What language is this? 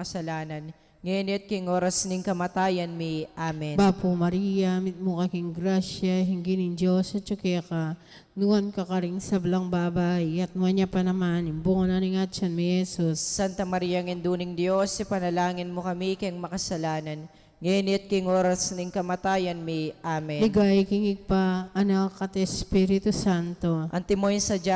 Pampanga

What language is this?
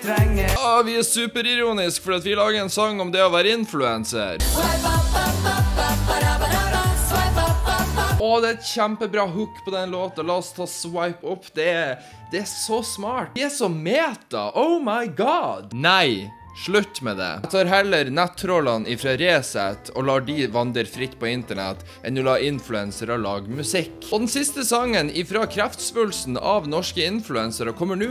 Norwegian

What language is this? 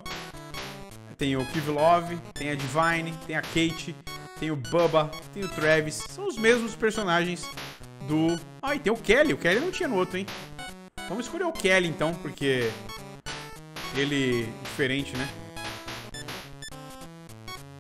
Portuguese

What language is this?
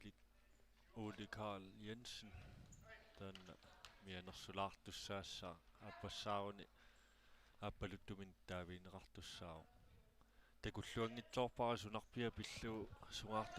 Kalaallisut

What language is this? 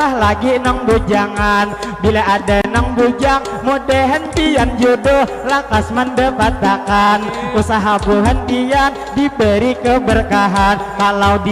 Banjar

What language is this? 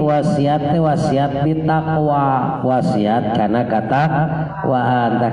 Sundanese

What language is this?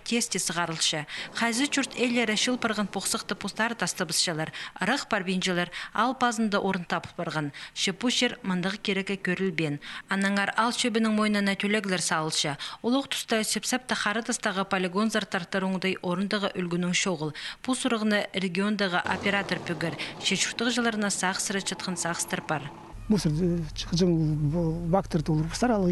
Khakas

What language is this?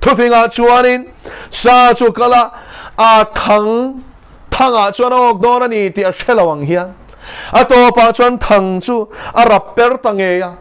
Mizo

